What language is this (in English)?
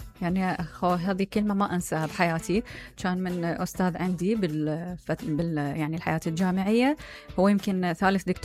Mesopotamian Arabic